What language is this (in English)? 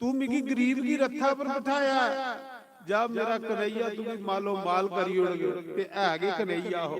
Dogri